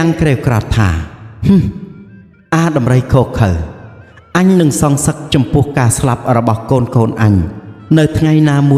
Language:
Khmer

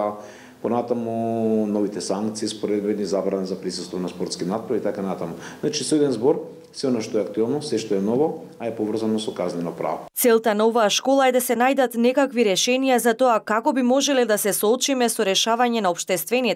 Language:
Macedonian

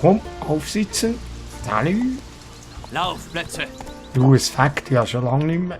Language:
Swiss German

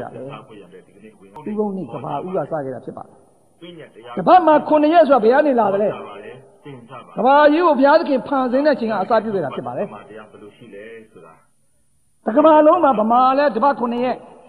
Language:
Burmese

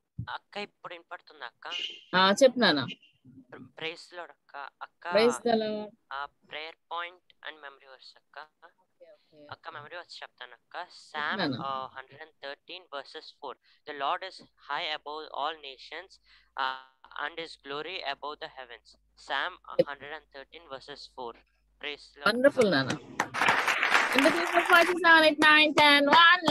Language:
Telugu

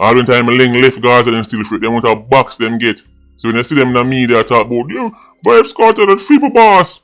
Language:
Jamaican Creole English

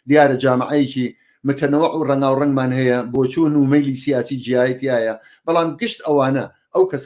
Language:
Central Kurdish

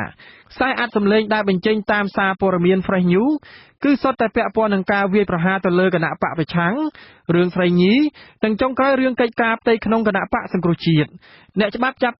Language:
Khmer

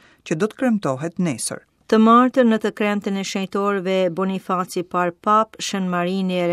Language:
Albanian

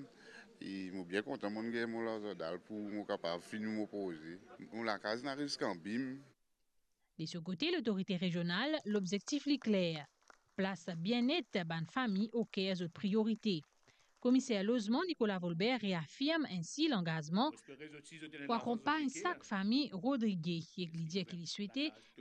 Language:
Morisyen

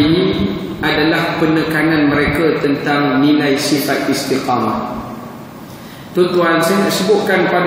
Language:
Malay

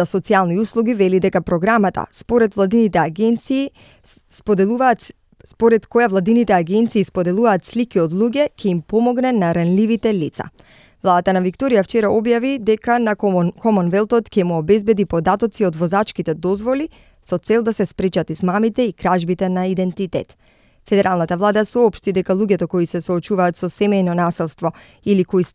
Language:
Macedonian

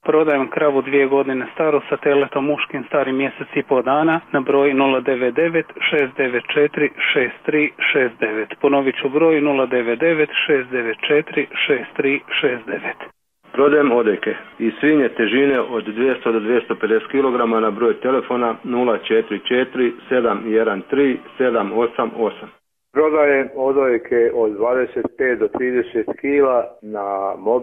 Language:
Croatian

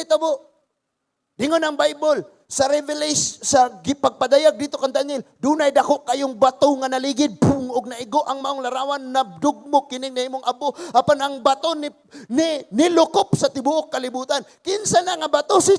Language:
Cebuano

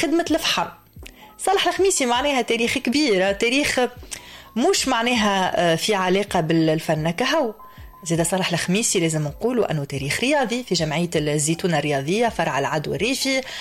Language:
Tunisian Arabic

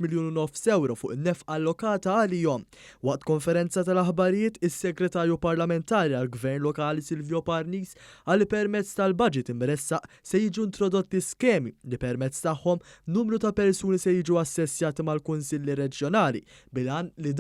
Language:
Maltese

